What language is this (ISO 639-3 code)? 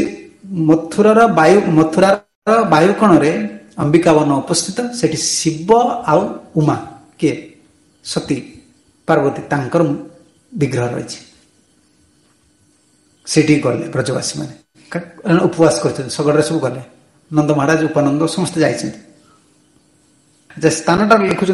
ori